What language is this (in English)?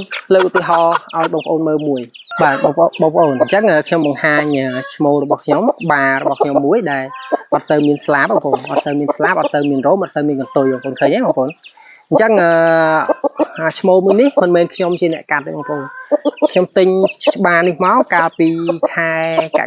Khmer